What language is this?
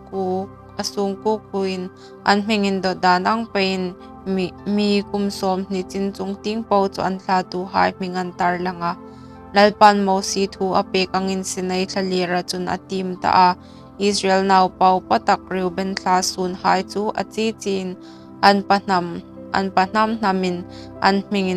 Hmar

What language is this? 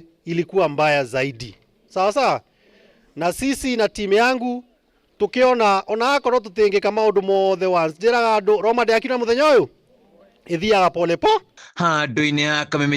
Kikuyu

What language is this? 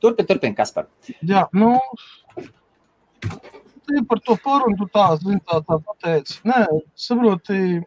Latvian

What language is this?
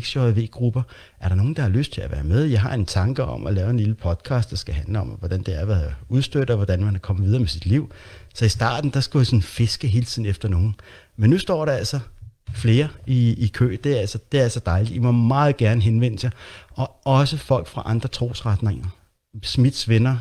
Danish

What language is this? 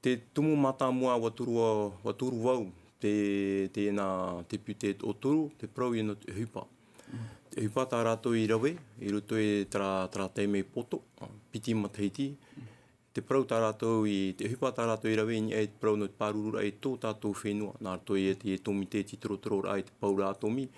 Tahitian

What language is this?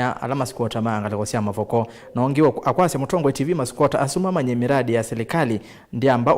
Kamba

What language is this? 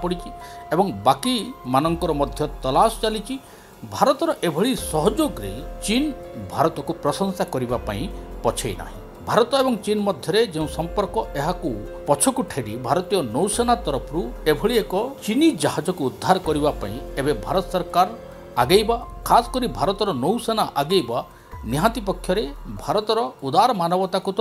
Odia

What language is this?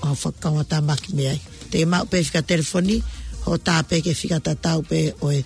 Tongan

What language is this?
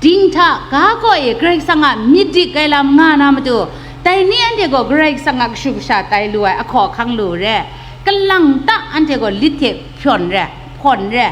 Kachin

